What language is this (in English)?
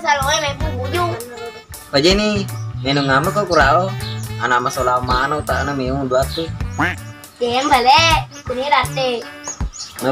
Buginese